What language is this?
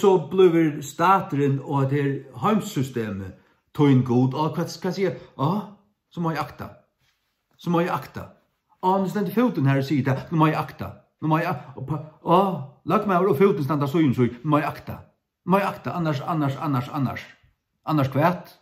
Faroese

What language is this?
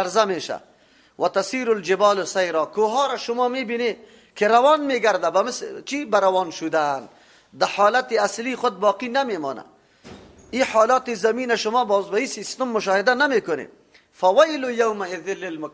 Persian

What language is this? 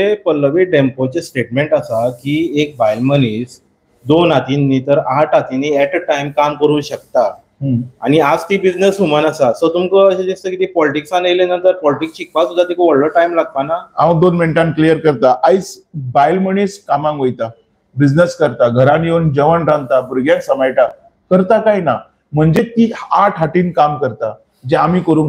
Konkani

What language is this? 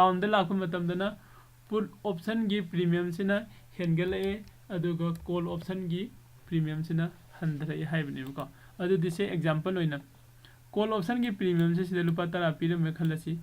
Manipuri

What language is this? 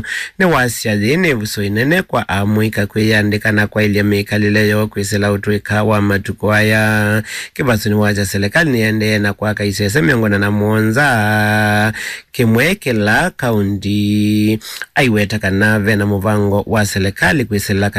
Kamba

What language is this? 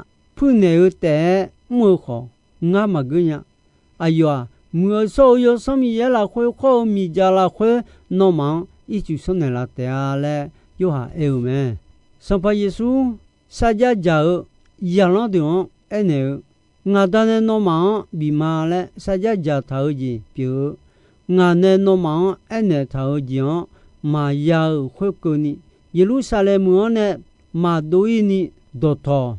Akha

